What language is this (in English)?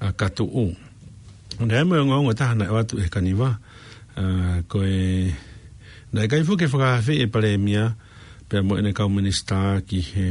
Tongan